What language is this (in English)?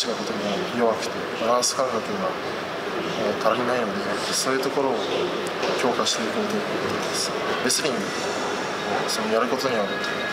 Japanese